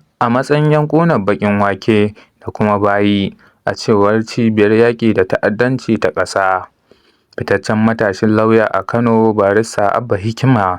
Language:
Hausa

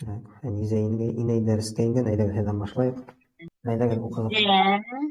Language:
Bashkir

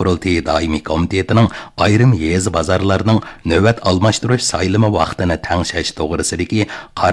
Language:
Uyghur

